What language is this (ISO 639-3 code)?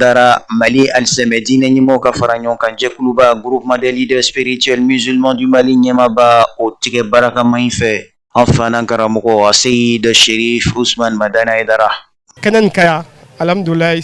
bam